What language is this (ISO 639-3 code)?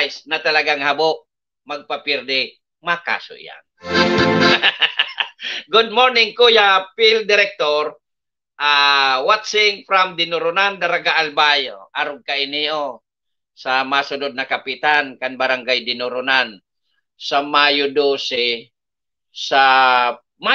bik